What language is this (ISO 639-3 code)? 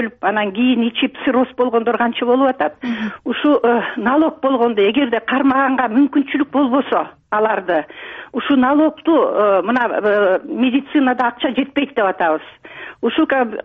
kir